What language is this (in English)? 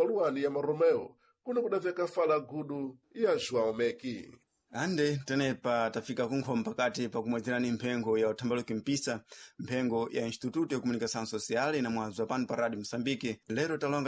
Sena